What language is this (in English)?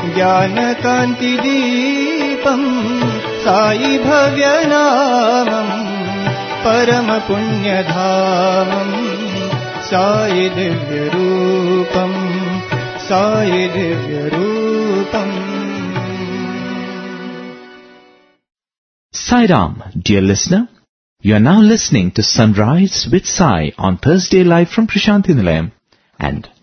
Telugu